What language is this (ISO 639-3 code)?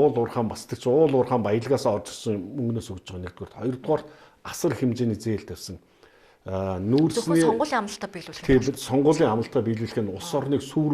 mon